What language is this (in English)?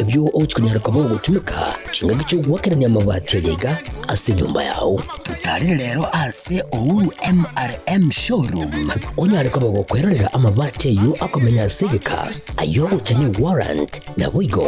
Gusii